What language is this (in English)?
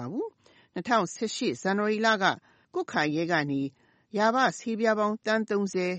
Burmese